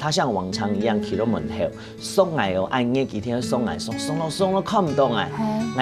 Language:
Hakka Chinese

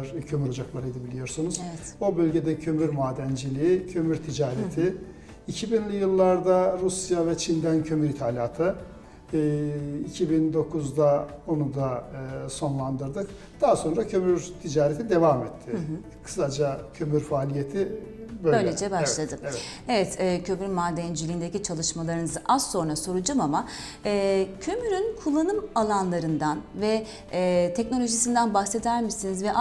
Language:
Turkish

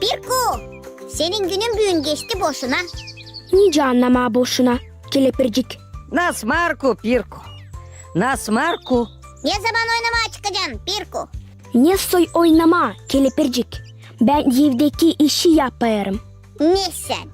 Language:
Gagauz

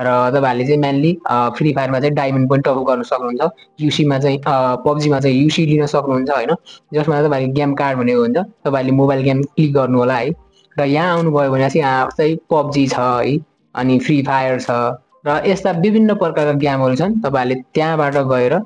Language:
Nepali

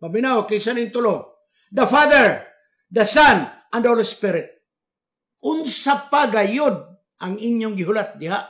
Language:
Cebuano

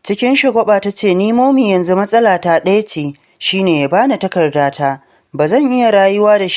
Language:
Hausa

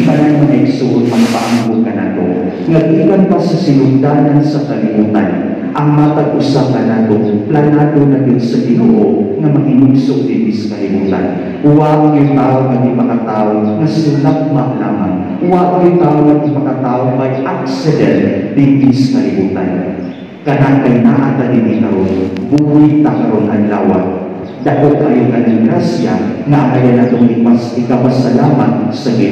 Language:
Cebuano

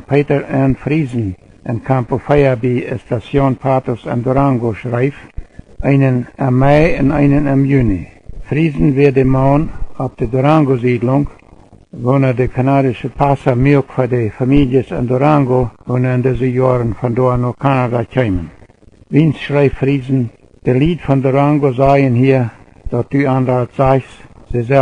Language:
Plautdietsch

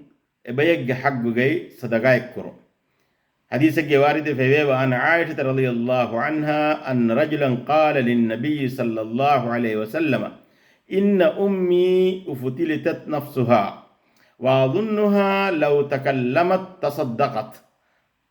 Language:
Divehi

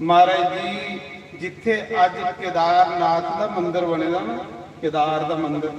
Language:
Dogri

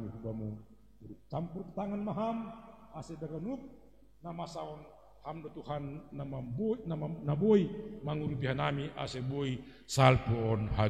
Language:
Batak Simalungun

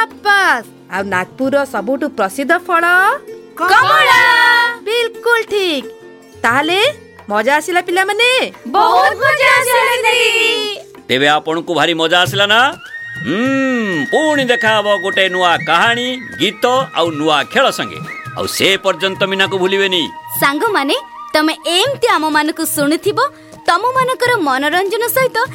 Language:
Odia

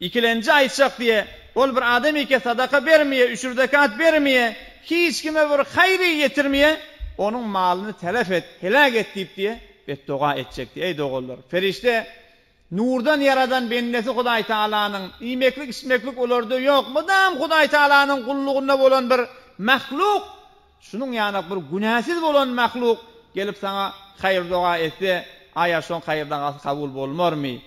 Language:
Turkmen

